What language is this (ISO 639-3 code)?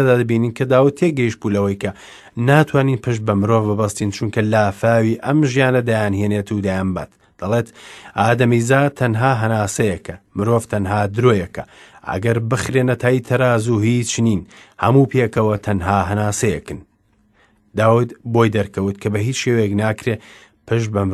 ckb